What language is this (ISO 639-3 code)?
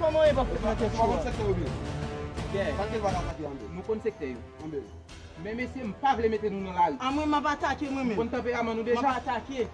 hat